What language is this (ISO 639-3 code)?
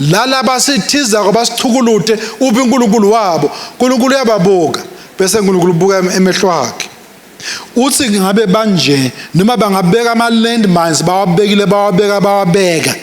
ssw